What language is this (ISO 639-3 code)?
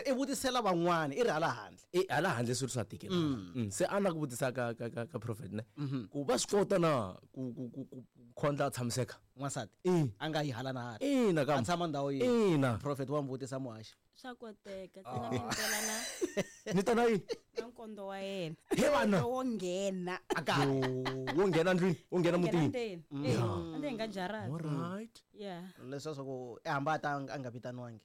tso